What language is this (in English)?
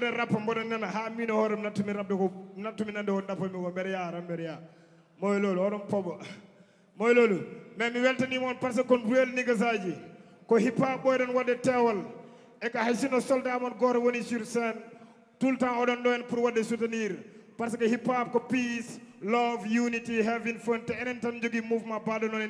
Fula